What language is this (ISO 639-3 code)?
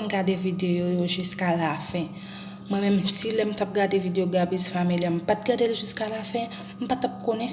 hat